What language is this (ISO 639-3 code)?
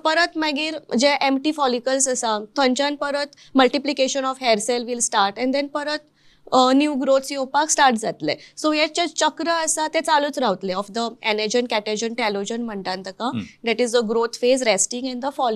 kok